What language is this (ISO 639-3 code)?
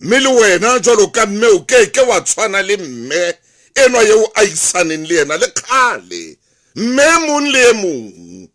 sot